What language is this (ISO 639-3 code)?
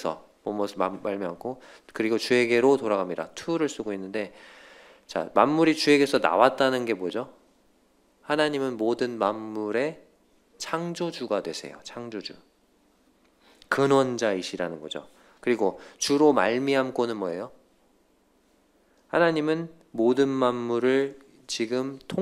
kor